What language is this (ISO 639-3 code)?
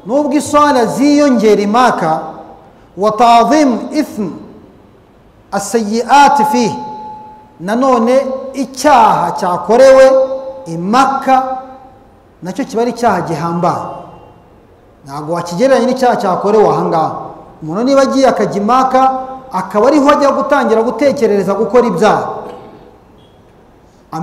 kin